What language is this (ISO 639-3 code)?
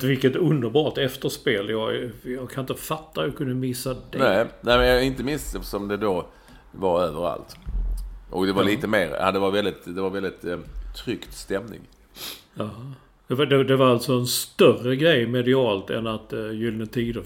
swe